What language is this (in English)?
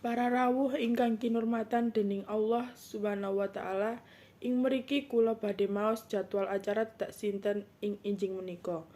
Javanese